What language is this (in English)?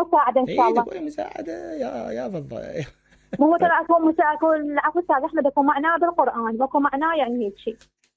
Mesopotamian Arabic